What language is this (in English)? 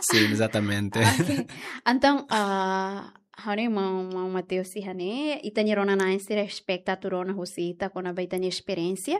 Tetum